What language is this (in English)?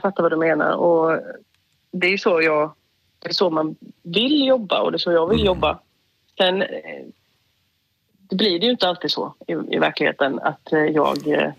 Swedish